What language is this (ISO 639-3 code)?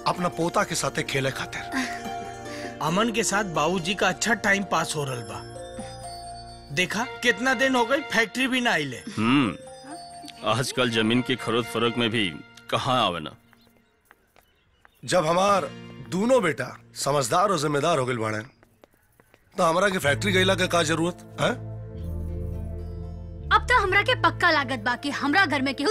bho